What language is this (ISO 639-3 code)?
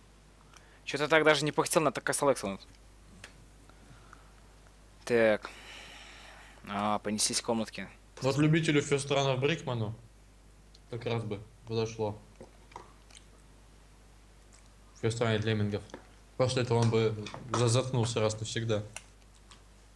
rus